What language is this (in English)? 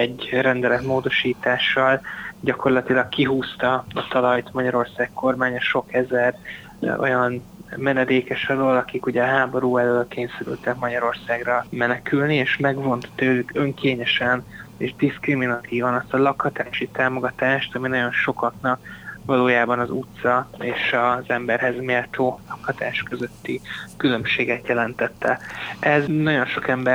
Hungarian